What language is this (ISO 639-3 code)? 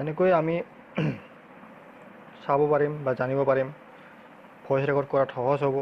asm